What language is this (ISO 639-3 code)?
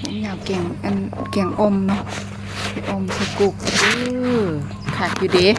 lao